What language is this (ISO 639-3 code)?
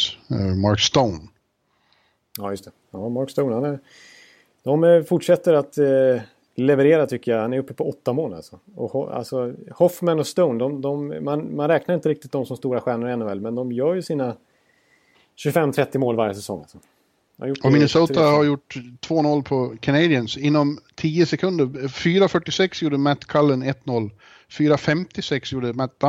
swe